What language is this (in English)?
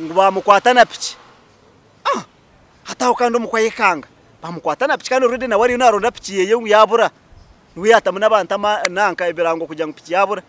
Nyankole